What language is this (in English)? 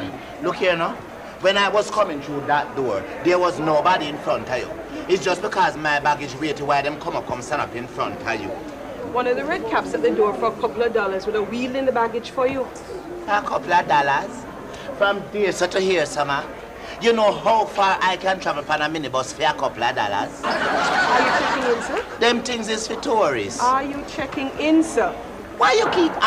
Jamaican Creole English